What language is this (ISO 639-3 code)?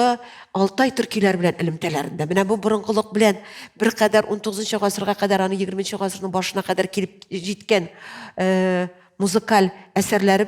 tat